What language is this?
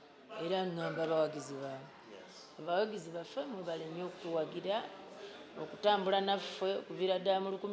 Ganda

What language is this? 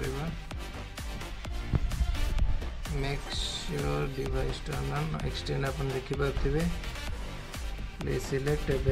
Odia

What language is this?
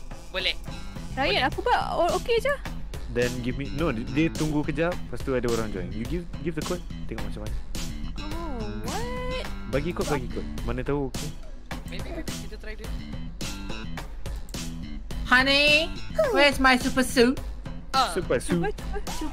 Malay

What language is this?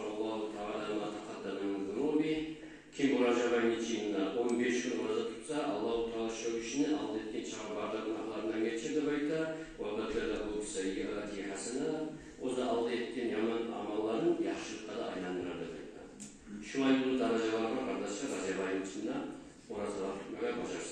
Kumyk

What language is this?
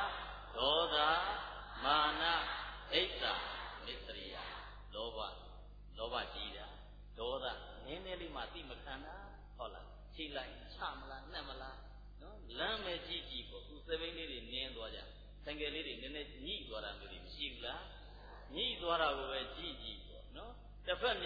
Burmese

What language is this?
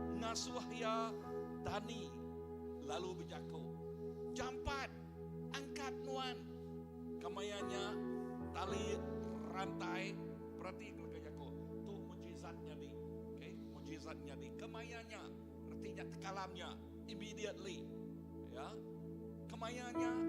Iban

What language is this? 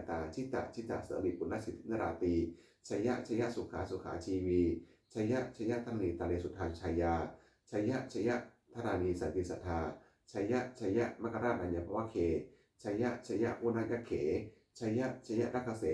Pali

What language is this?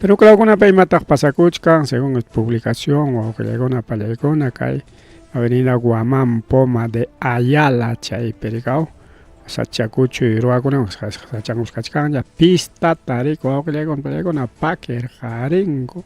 Ayacucho Quechua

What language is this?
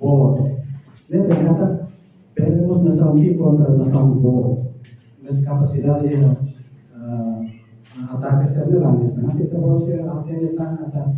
Tetum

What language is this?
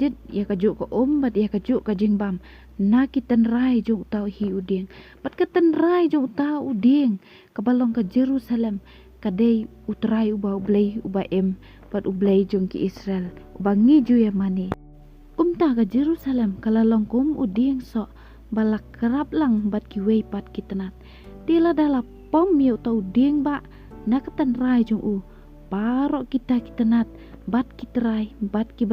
Khasi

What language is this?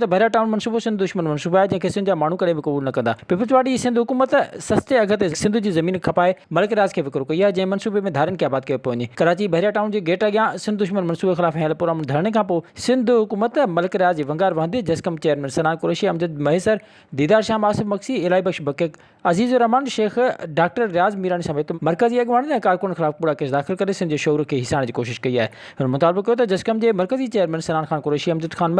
Sindhi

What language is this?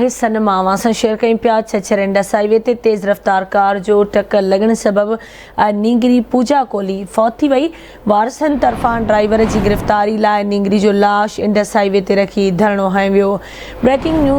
Sindhi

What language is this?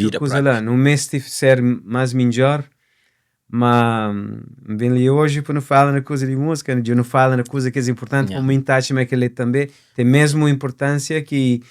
Kabuverdianu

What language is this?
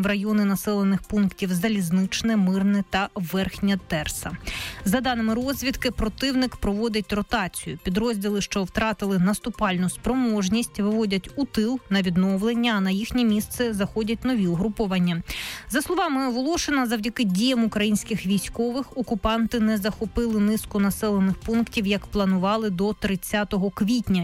Ukrainian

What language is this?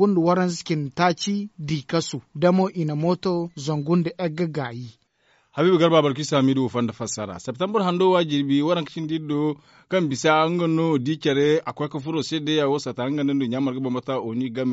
Zarma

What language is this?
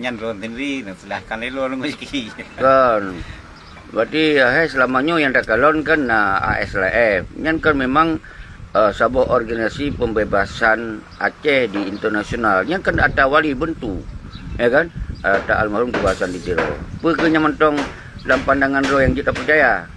Achinese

